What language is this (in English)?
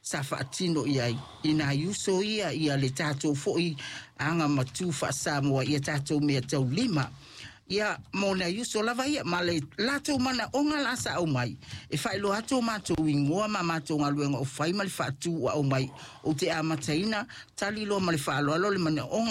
Samoan